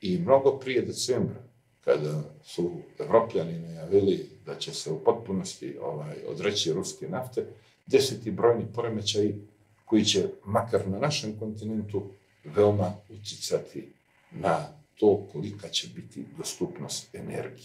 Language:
Serbian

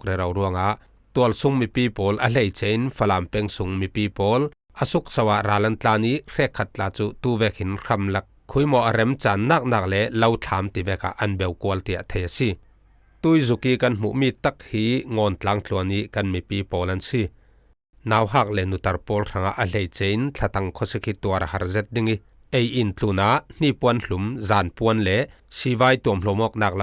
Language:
Falam Chin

